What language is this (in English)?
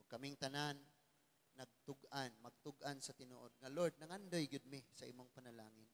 Cebuano